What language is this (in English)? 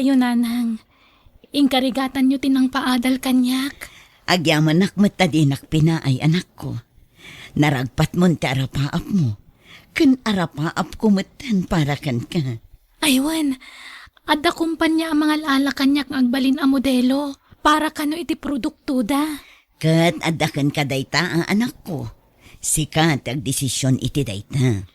Iloko